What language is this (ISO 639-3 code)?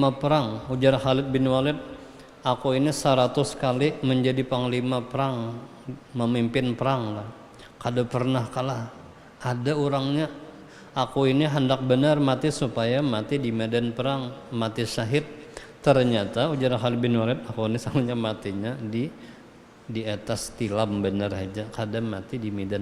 bjn